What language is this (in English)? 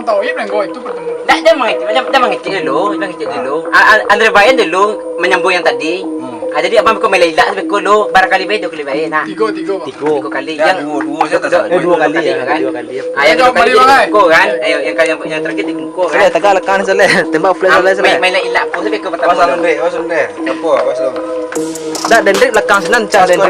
Minangkabau